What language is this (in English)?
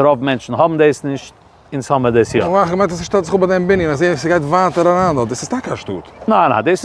Yiddish